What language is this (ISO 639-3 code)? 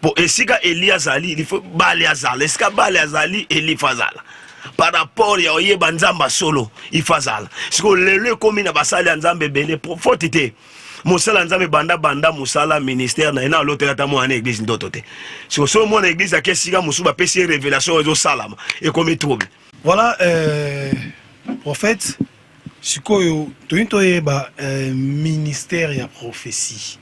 lin